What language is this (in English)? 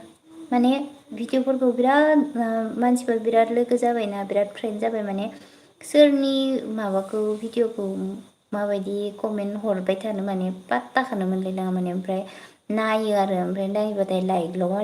Bodo